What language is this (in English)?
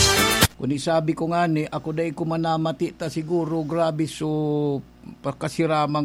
Bikol